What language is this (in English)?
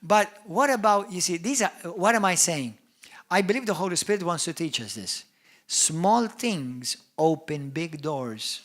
English